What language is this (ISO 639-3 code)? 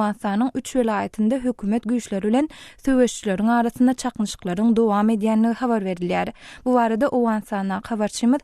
tuk